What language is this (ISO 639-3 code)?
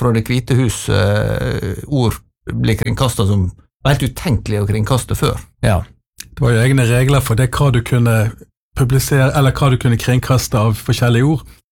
nor